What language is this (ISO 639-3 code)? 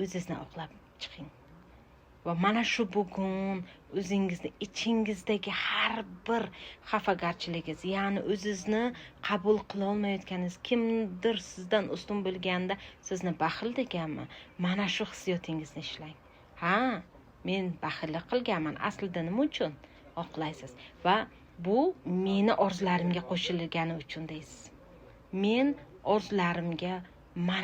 uzb